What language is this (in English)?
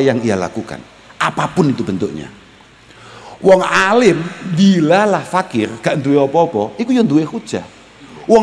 Javanese